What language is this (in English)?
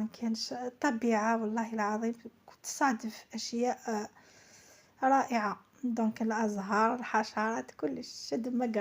Algerian Arabic